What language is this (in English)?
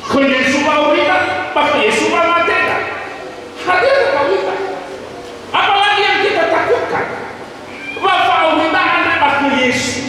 Nias